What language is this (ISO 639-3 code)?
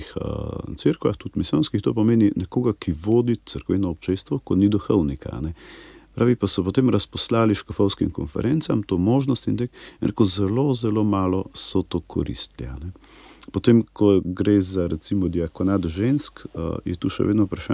slv